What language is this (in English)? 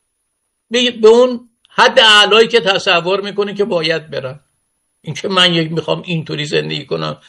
Persian